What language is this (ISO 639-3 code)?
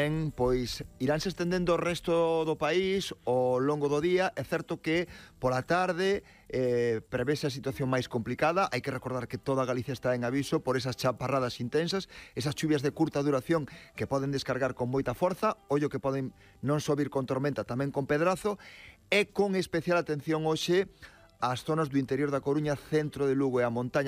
glg